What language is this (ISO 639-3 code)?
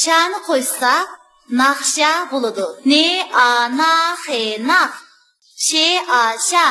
uig